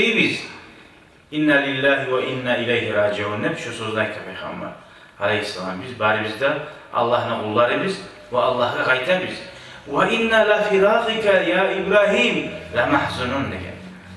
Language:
Kumyk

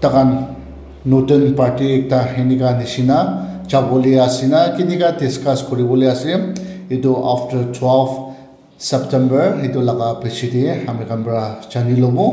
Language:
Naga Pidgin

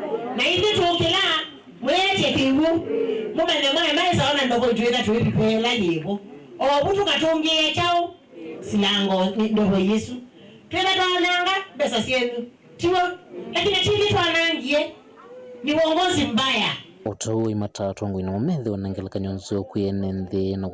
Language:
Kamba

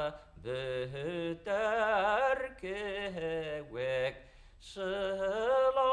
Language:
Bashkir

